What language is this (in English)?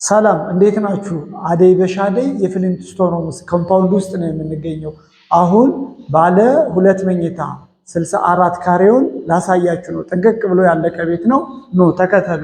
Amharic